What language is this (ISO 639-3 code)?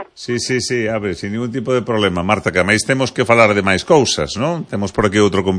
glg